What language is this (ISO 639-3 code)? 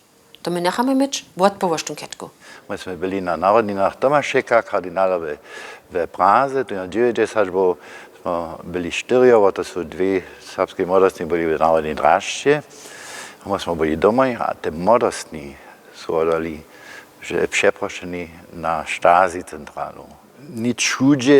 hsb